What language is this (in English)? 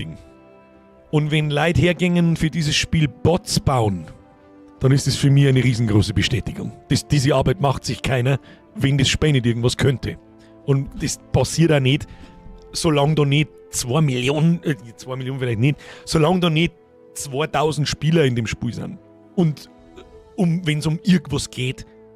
Bavarian